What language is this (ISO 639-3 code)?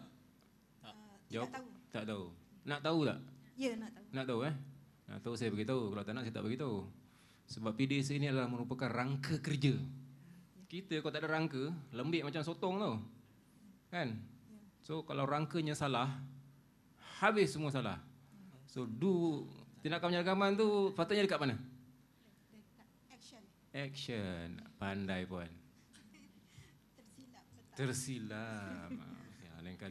msa